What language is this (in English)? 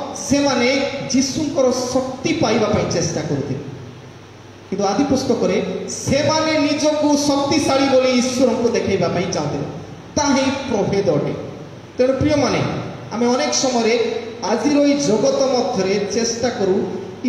Odia